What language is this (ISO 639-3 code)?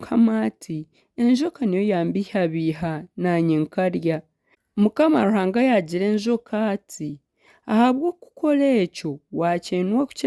nyn